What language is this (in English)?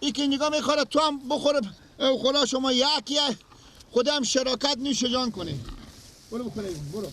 Persian